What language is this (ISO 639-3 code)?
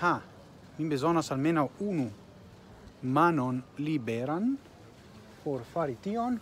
epo